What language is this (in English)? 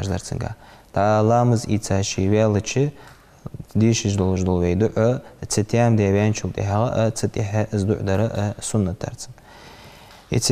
Ingush